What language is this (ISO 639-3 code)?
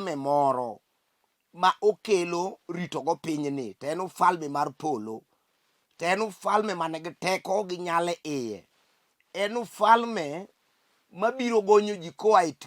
luo